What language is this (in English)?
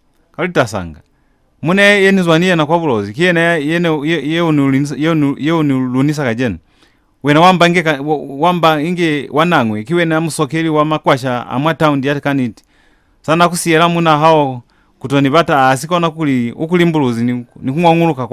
Lozi